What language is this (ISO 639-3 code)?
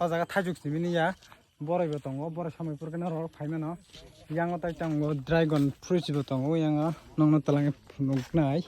trp